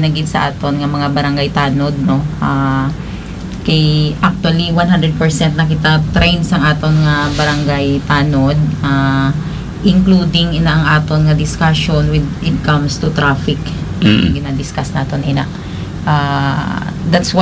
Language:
Hiligaynon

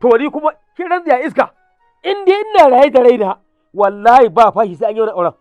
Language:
Hausa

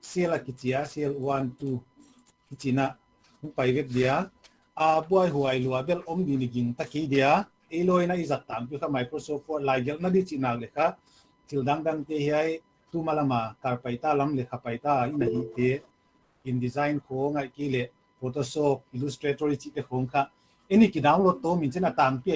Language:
Paite Chin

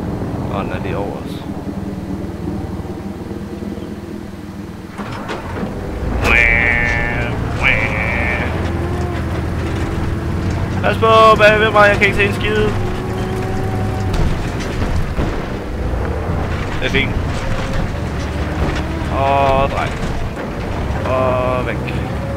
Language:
Danish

